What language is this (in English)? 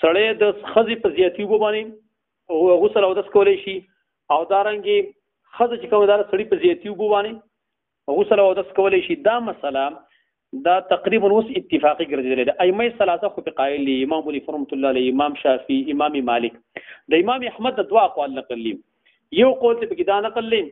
Pashto